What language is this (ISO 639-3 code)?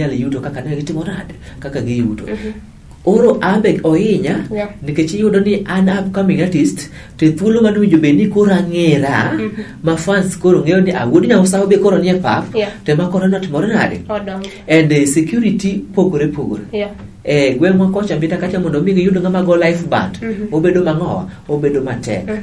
luo